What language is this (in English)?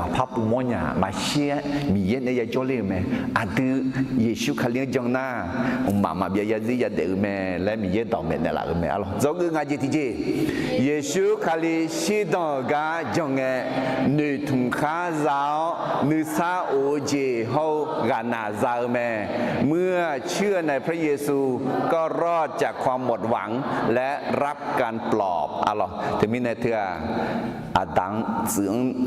Akha